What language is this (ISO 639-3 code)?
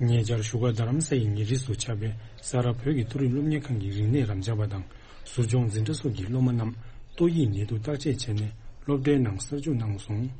bod